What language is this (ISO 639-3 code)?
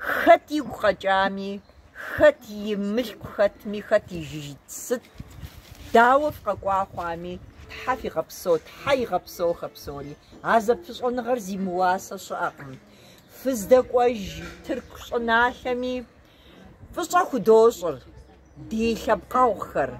kbd